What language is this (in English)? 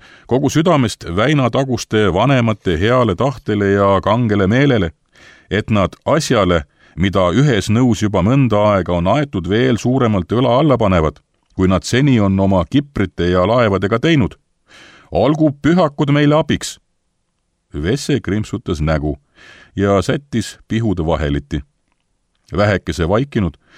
Estonian